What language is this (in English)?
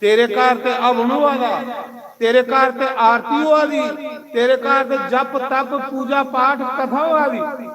Dogri